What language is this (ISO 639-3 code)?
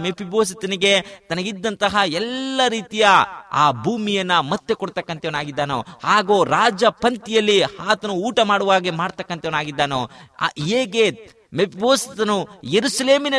kan